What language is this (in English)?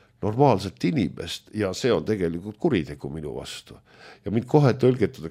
Estonian